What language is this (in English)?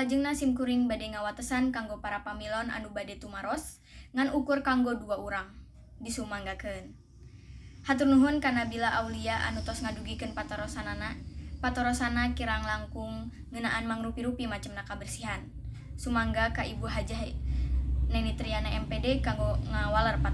Sundanese